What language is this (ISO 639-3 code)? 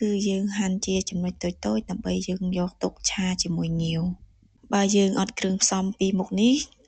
khm